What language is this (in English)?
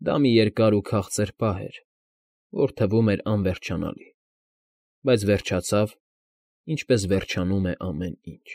Armenian